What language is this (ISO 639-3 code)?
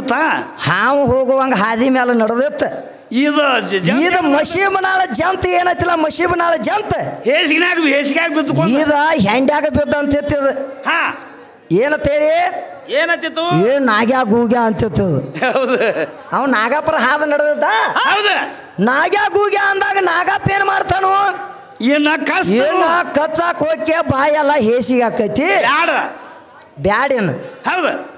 kan